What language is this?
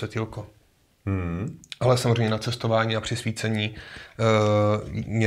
Czech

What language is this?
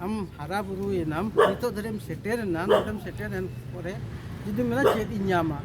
Santali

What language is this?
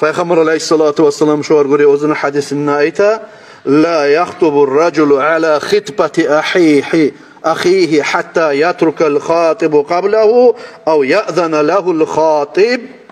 Kumyk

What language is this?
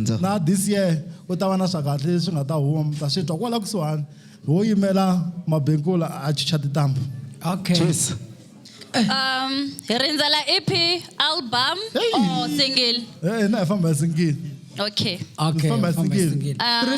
Tsonga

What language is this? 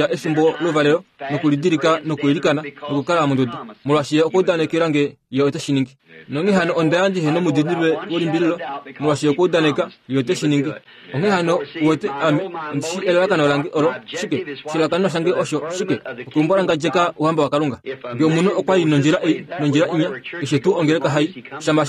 Kuanyama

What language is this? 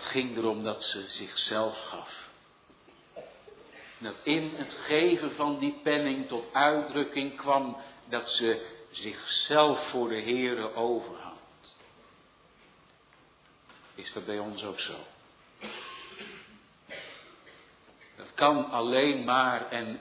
Dutch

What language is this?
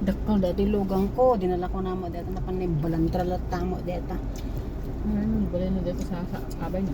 Iloko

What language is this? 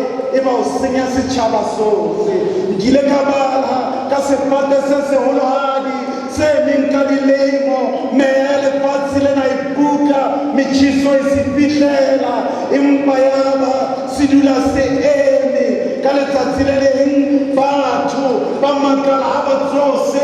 Southern Sotho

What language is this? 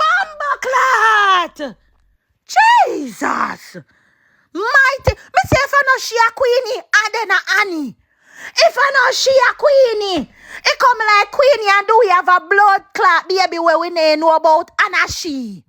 Jamaican Creole English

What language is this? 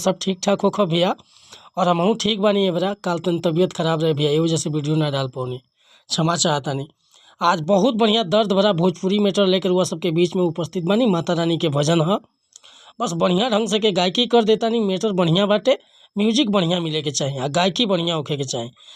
Bhojpuri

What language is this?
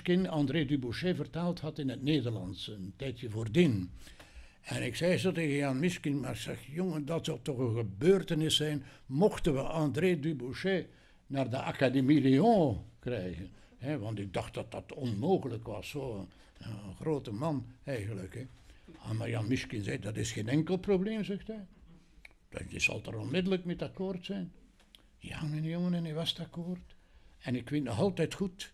Dutch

